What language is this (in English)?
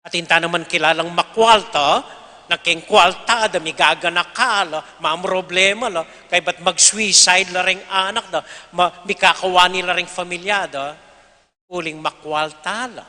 Pampanga